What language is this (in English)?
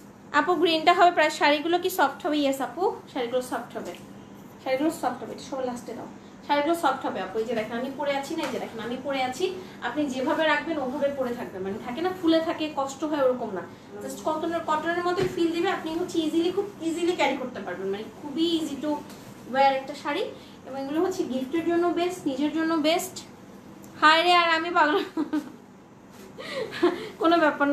Bangla